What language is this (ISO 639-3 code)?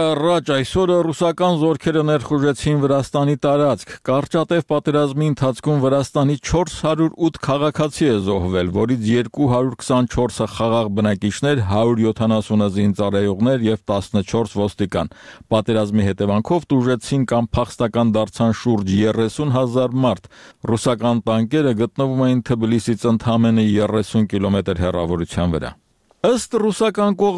hye